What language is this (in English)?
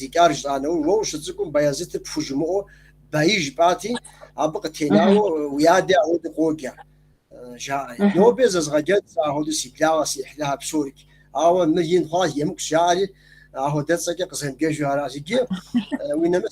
Kabardian